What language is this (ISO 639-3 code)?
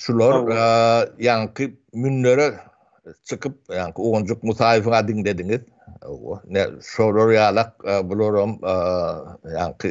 tuk